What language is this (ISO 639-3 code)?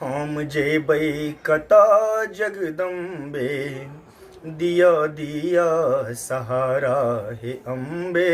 mai